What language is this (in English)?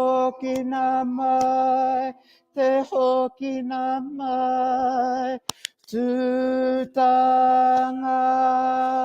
Māori